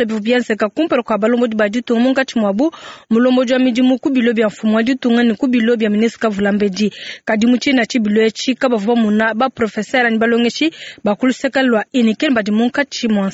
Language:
Luba-Lulua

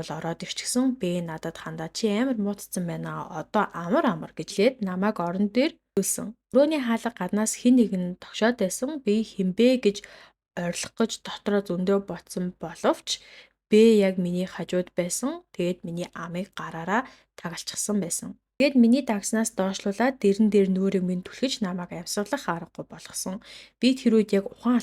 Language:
Mongolian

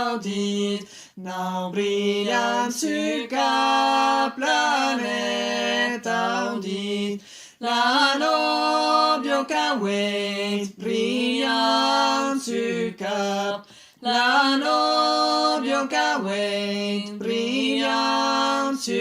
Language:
Occitan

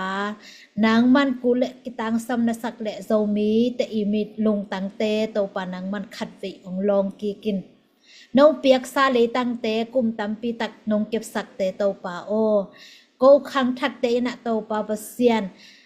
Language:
Tedim Chin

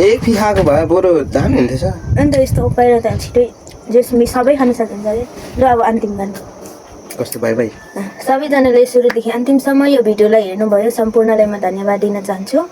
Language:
Nepali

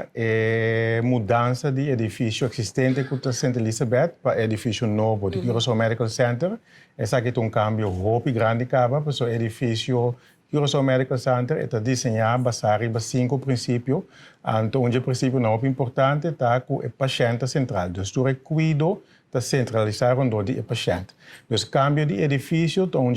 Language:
Papiamento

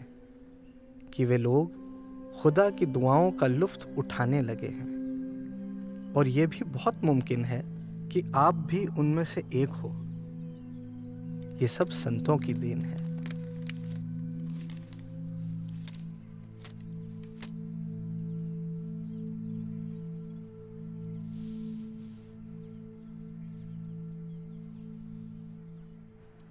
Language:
Hindi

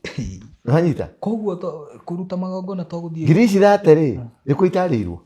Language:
Kikuyu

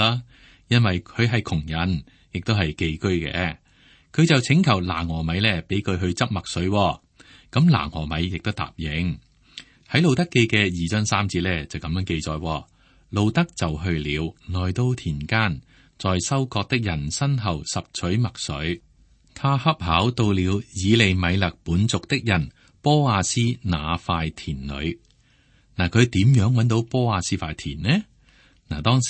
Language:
Cantonese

